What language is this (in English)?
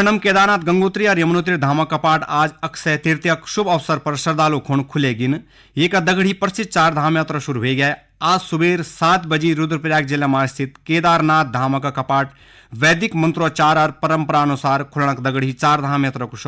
Garhwali